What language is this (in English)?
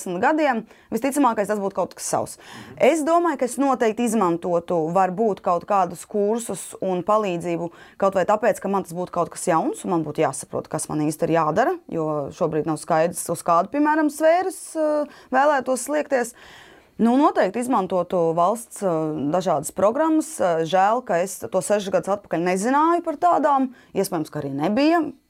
Latvian